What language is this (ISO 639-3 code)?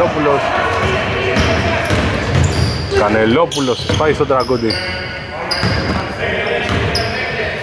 ell